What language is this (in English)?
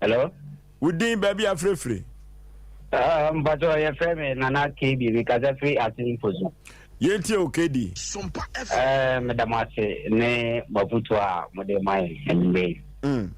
Akan